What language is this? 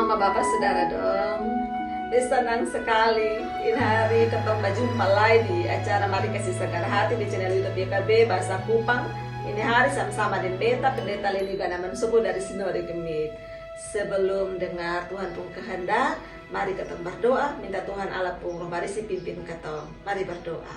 Kupang Malay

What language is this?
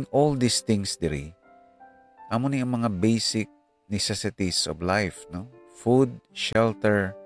Hiligaynon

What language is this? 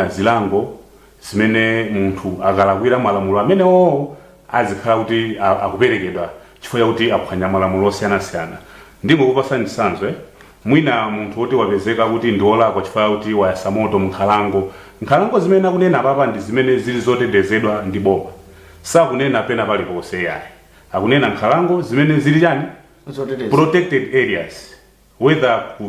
Nyanja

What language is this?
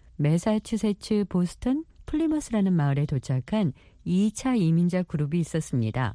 Korean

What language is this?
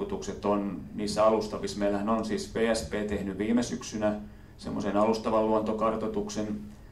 Finnish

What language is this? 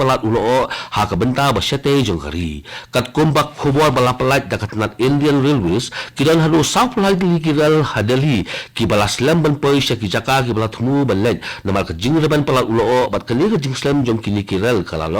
Khasi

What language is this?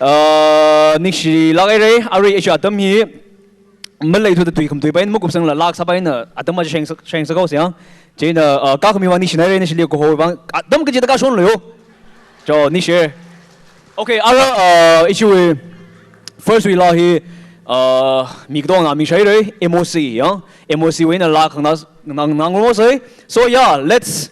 Tangkhul Naga (India)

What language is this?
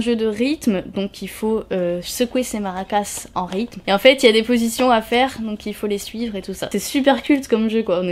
French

